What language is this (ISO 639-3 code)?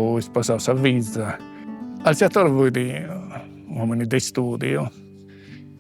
srd